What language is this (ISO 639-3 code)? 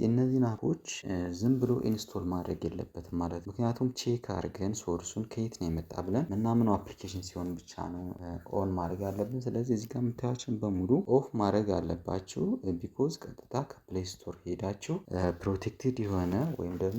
amh